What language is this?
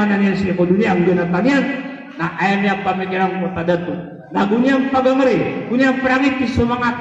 Maranao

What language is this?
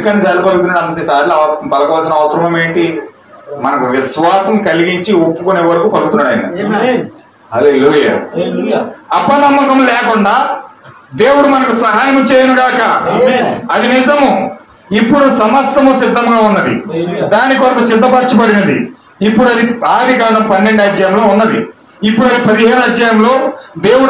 Telugu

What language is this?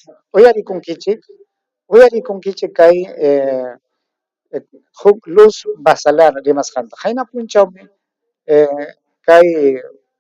Ayacucho Quechua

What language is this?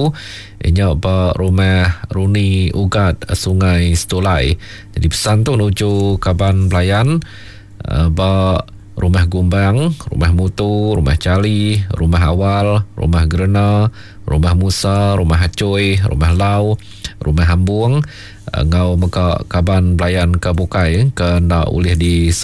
Iban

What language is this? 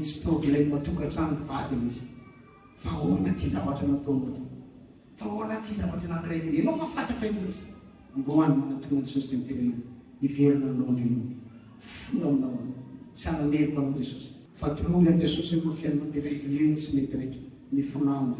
Malagasy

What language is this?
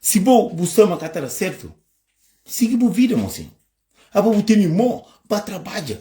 Kabuverdianu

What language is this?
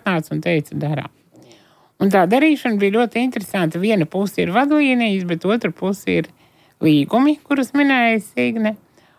Latvian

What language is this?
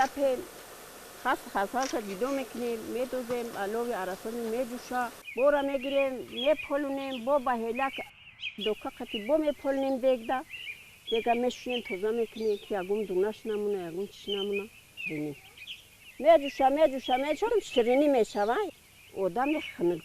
Tajik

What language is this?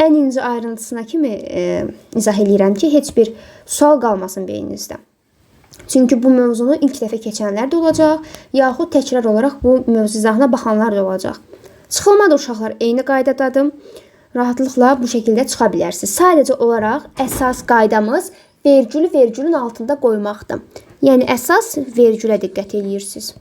Azerbaijani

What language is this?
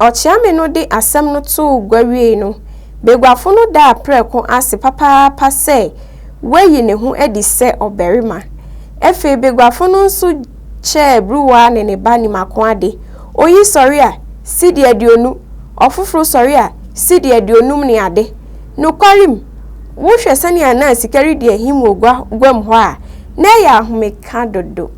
Akan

